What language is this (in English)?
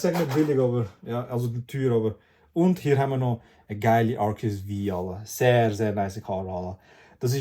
Swiss German